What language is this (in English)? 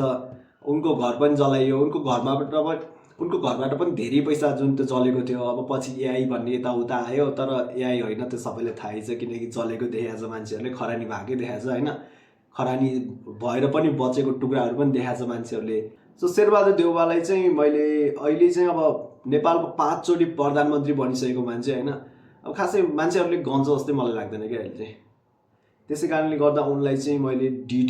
Nepali